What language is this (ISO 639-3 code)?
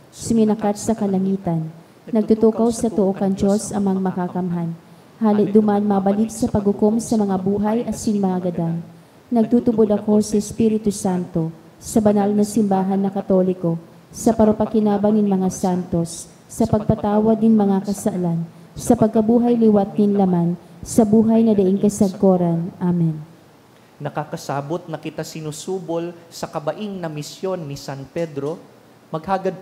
bik